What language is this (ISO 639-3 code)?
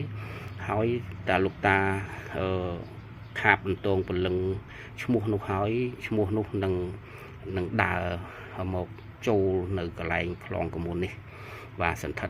khm